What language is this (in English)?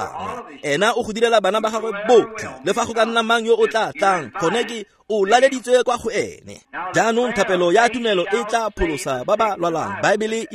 Tswana